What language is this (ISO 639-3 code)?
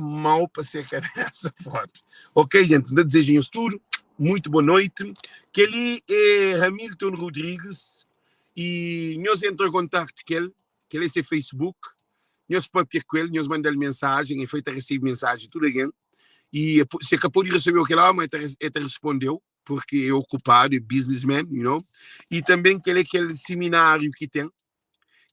kea